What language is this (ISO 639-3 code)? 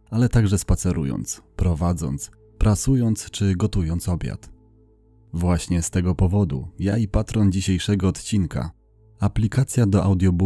pol